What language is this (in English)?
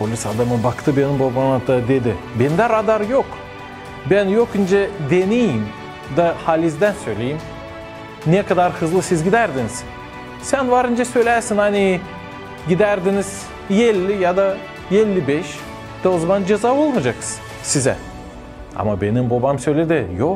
Gagauz